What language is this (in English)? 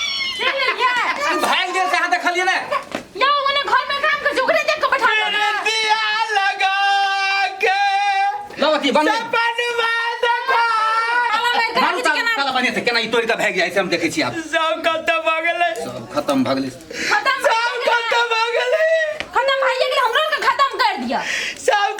Maithili